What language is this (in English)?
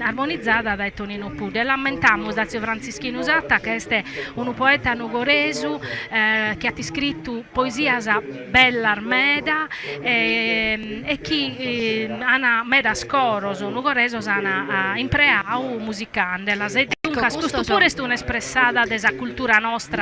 Sardinian